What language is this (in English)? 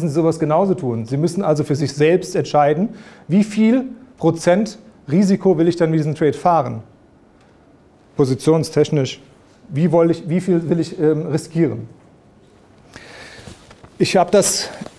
German